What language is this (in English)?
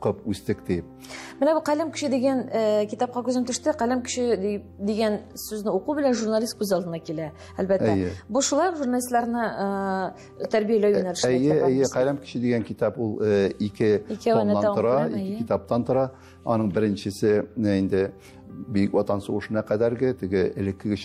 Tatar